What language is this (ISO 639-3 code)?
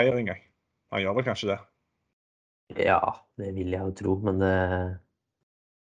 nor